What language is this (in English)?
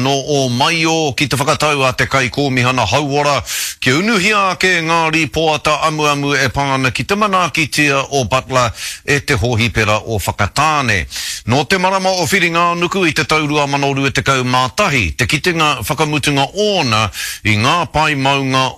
Māori